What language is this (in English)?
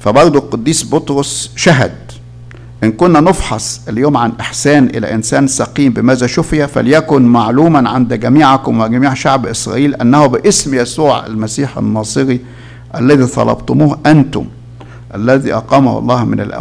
Egyptian Arabic